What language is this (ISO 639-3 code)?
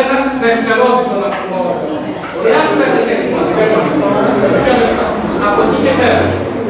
ell